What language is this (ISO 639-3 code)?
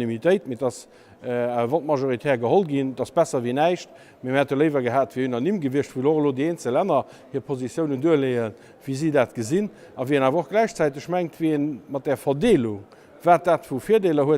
ltz